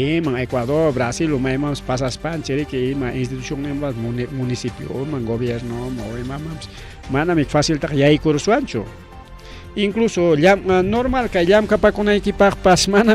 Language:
Ayacucho Quechua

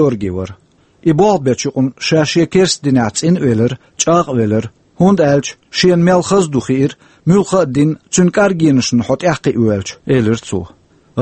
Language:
Chechen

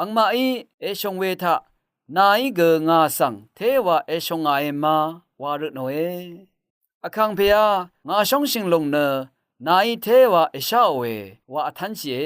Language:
Rawang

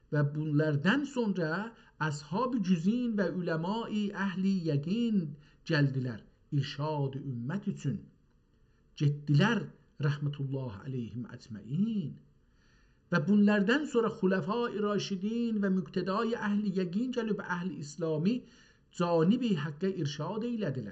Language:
South Azerbaijani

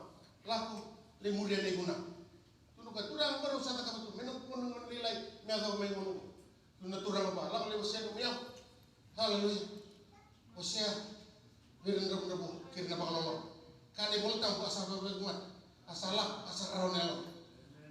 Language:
Fijian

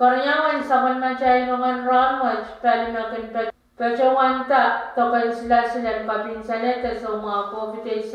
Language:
Pohnpeian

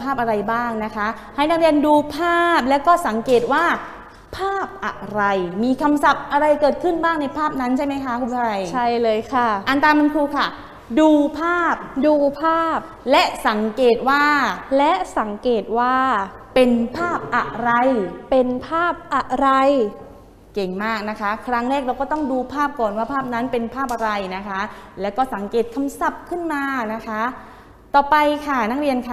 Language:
Thai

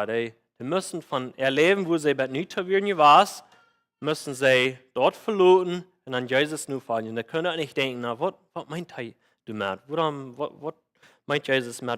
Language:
Plautdietsch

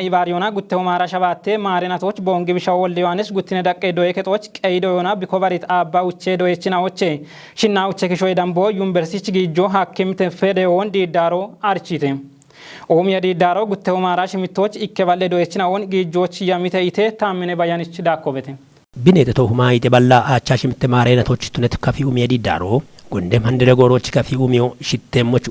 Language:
Kafa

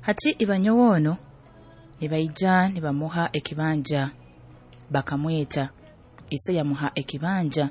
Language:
Nyoro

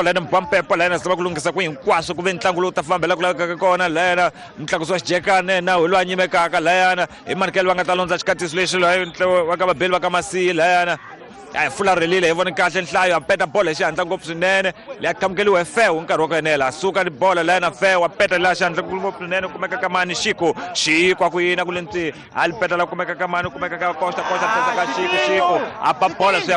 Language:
Tsonga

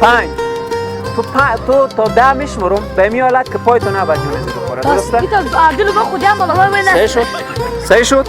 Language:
Persian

